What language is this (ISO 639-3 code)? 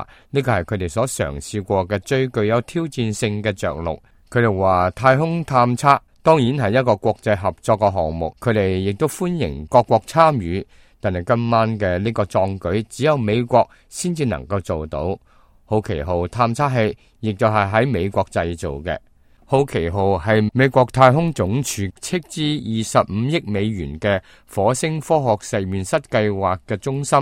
yue